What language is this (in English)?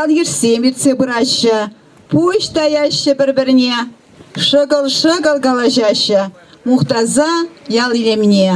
Chuvash